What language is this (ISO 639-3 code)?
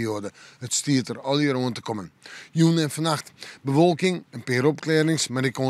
fry